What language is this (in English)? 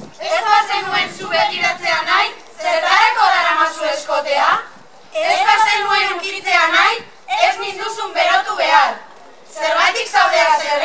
Basque